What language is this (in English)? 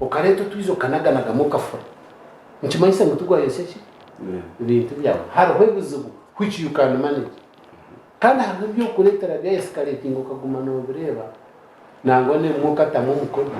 Nyankole